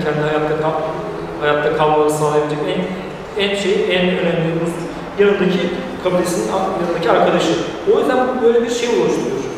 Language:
Turkish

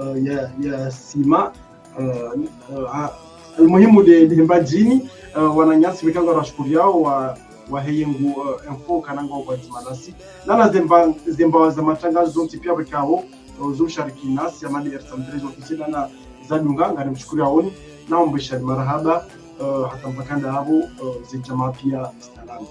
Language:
Ngazidja Comorian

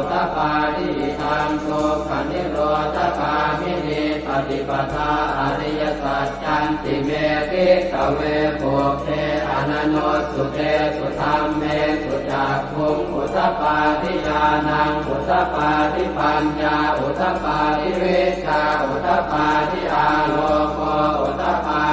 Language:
Pali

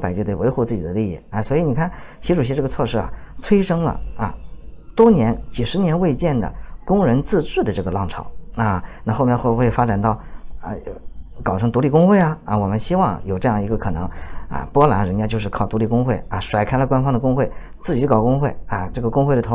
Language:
Chinese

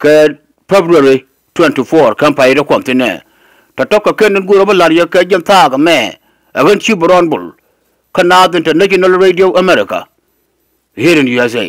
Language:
Nuer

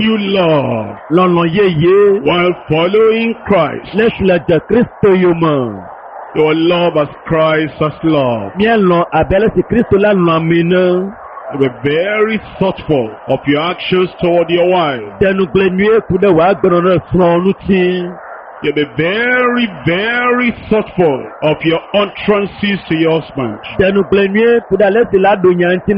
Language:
Ewe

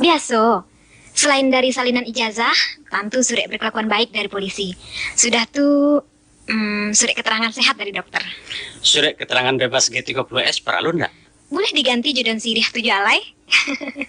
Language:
Minangkabau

